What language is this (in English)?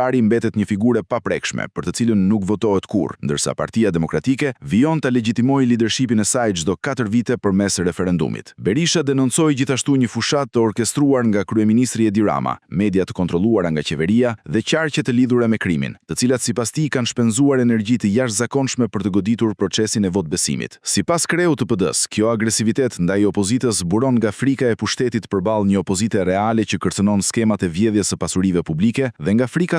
Albanian